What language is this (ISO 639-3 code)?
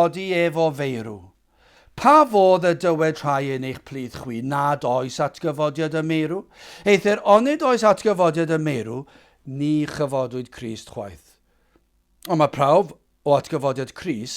cym